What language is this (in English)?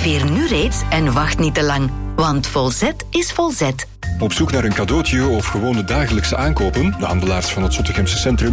Dutch